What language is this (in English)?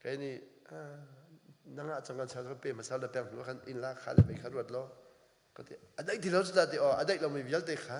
Hakha Chin